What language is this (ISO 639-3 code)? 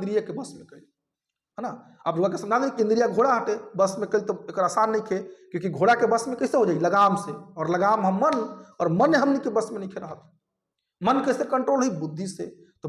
bho